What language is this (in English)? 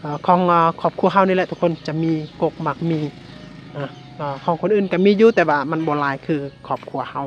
Lao